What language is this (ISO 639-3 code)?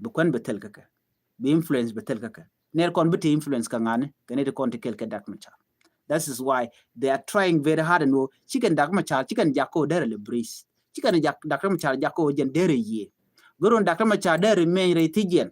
nus